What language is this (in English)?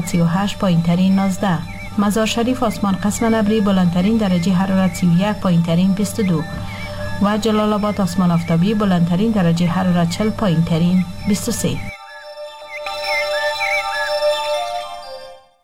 Persian